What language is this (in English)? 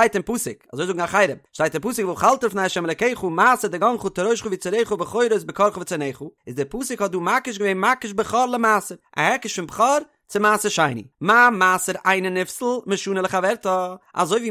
Yiddish